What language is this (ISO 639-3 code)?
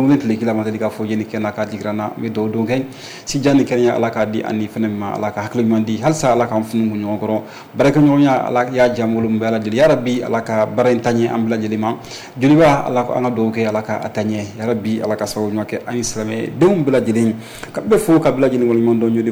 bam